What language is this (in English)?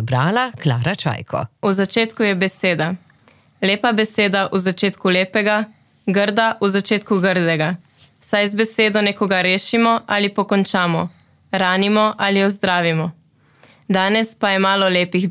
Slovenian